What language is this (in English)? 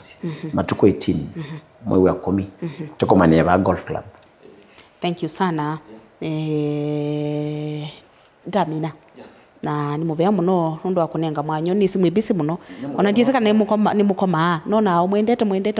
Kamba